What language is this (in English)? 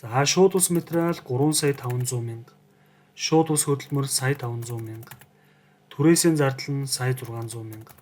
Mongolian